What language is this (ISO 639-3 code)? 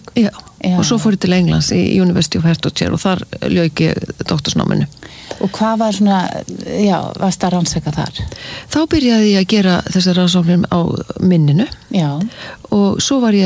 isl